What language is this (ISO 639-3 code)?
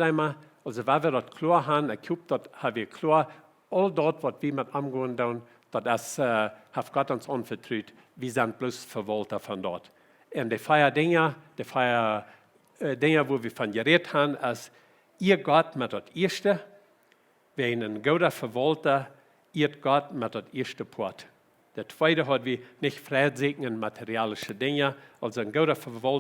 pdt